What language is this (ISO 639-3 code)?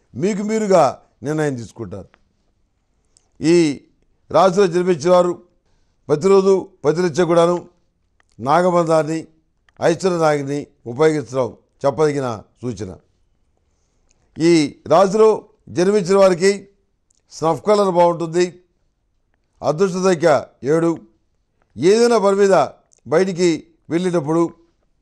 tel